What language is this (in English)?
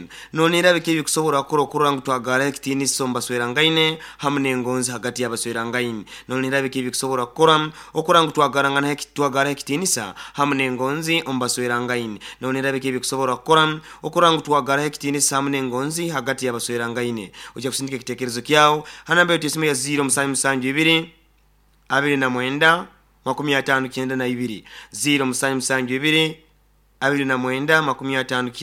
Nyoro